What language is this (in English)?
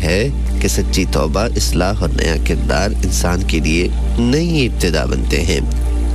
Urdu